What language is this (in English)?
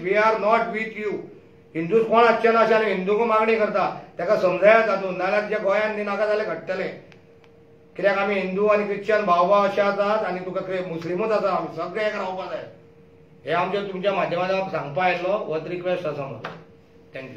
Konkani